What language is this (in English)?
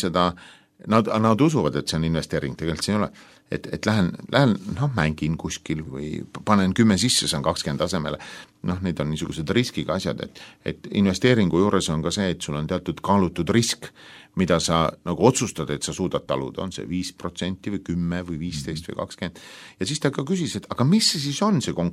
Estonian